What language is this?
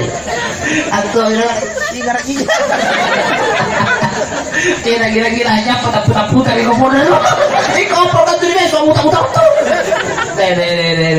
Indonesian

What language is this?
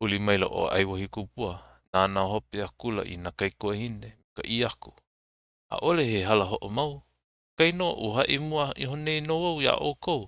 Hawaiian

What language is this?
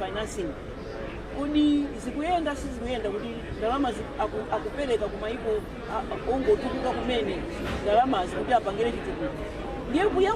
Nyanja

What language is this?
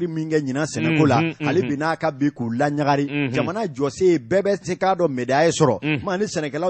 Bambara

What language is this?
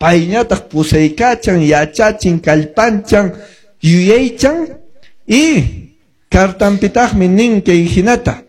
Quechua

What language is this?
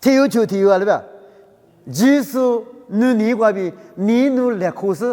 Lisu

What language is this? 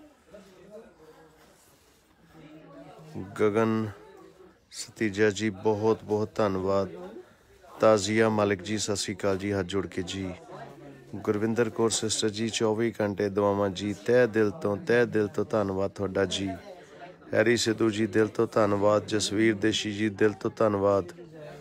Punjabi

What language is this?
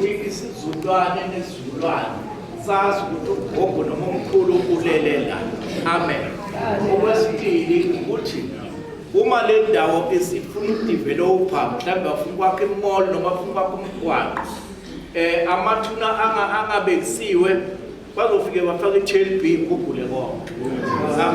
Zulu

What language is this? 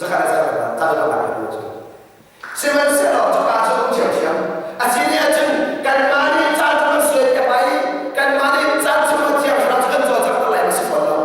Hakha Chin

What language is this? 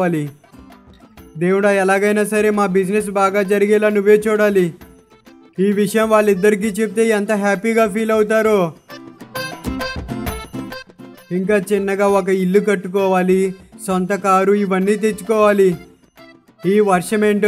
Telugu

